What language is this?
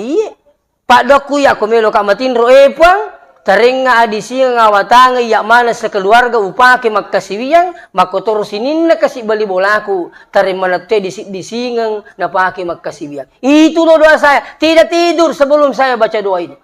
Buginese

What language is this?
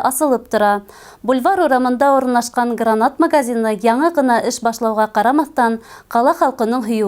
Bashkir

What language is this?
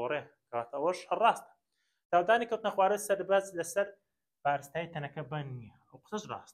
Central Kurdish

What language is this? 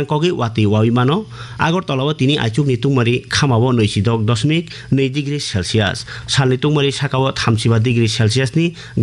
Kok Borok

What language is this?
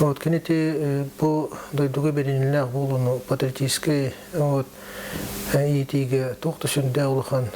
Yakut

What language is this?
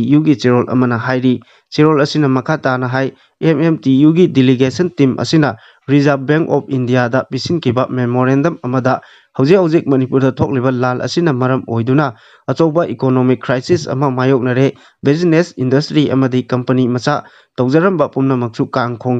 Manipuri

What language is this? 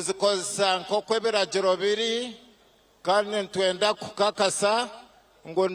Nyankole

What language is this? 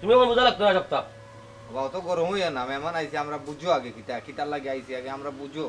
Sylheti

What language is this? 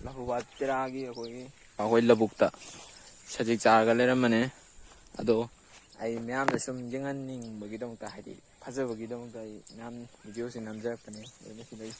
Manipuri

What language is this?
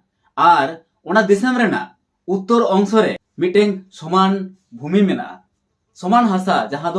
Santali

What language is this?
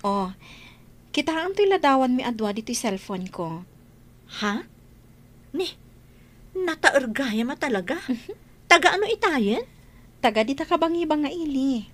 Iloko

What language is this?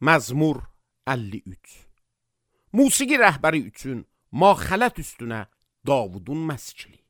Azerbaijani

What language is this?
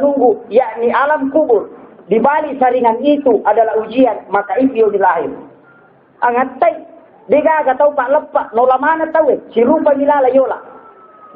Buginese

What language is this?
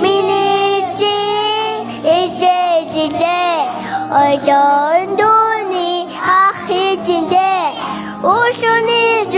Mongolian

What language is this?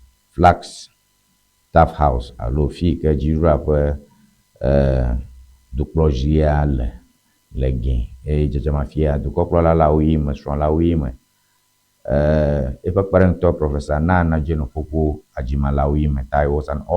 Ewe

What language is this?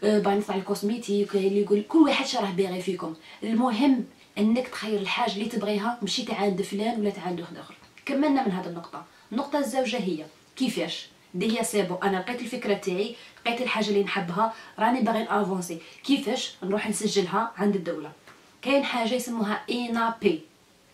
Algerian Arabic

